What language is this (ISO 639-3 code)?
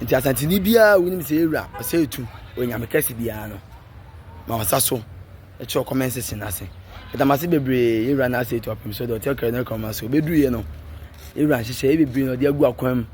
aka